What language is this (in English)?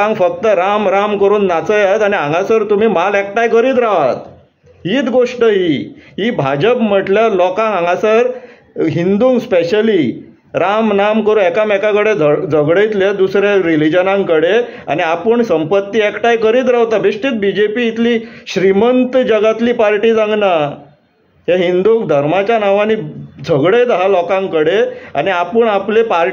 Konkani